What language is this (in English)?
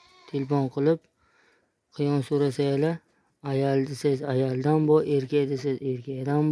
Uzbek